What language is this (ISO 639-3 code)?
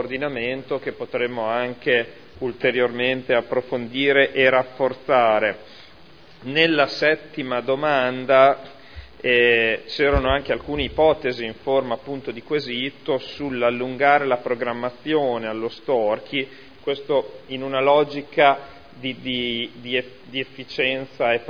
ita